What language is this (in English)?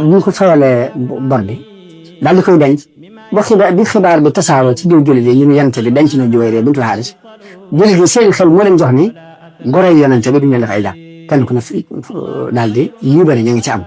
Wolof